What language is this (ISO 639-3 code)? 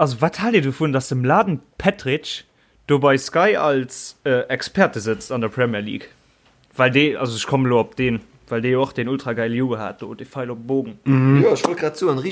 ltz